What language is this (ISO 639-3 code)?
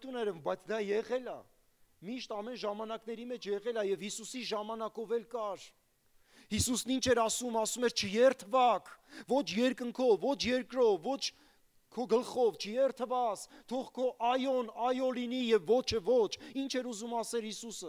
hye